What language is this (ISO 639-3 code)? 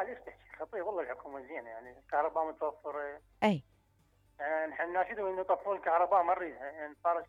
acm